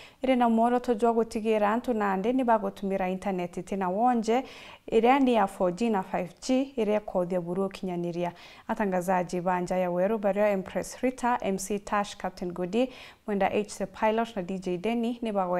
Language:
Meru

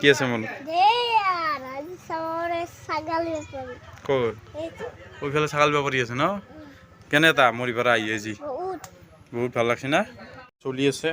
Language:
Assamese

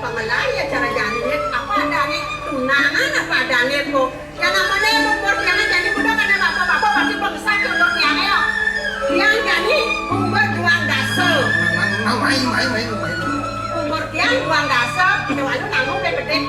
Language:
Balinese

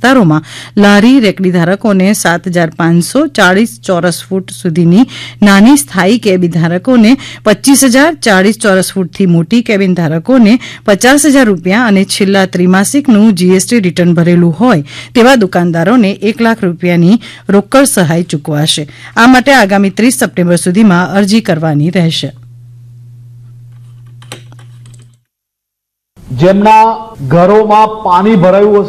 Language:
Gujarati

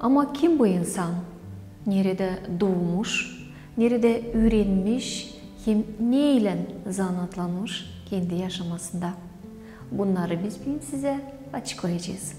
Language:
Gagauz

